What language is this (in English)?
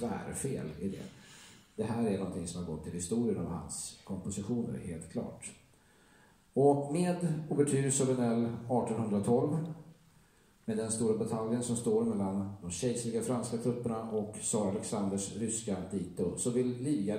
Swedish